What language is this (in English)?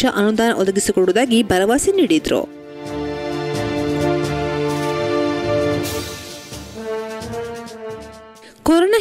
Kannada